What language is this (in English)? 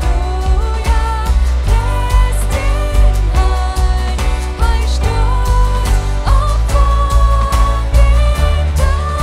Plautdietsch